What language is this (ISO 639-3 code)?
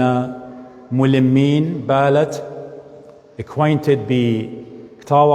aii